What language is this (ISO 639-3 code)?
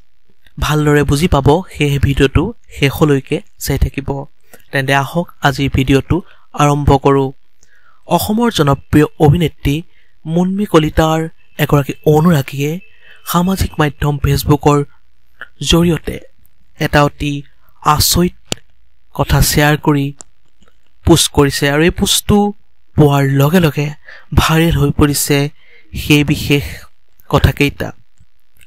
asm